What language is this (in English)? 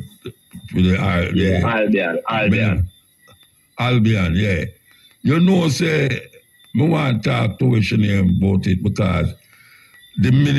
Jamaican Creole English